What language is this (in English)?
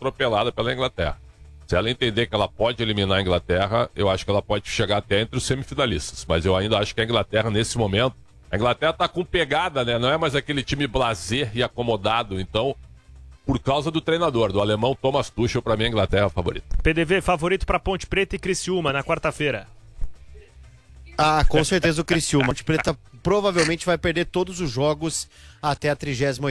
Portuguese